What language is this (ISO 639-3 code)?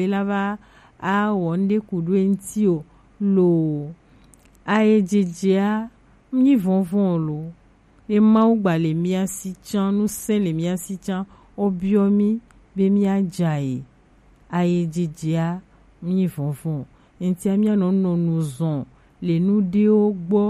gej